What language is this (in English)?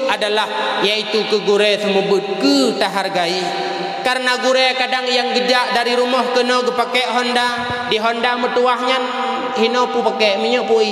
Achinese